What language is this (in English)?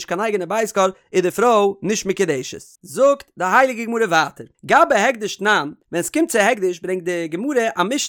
Yiddish